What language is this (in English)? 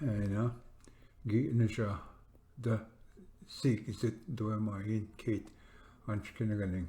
Ojibwa